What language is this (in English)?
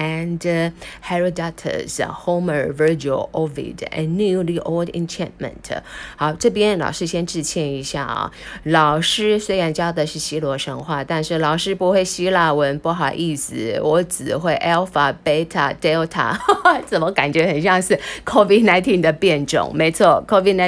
Chinese